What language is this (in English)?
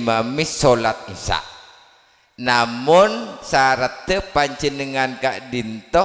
Madurese